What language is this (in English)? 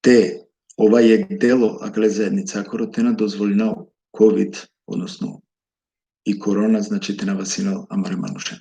Balkan Romani